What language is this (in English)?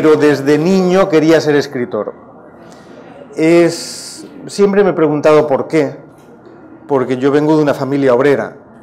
Spanish